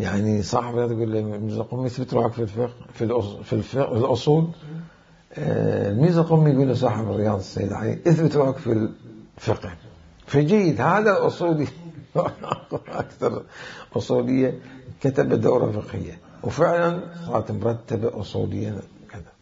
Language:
Mesopotamian Arabic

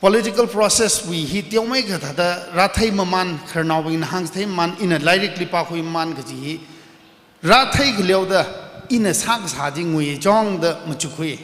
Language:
Tangkhul Naga (India)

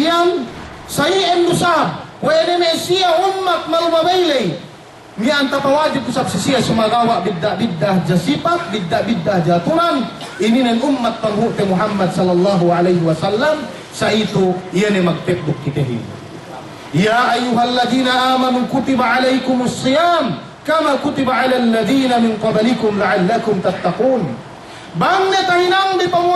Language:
Yakan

